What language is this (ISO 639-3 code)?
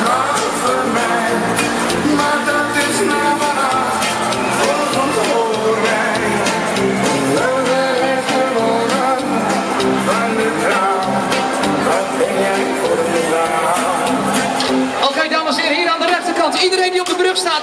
nld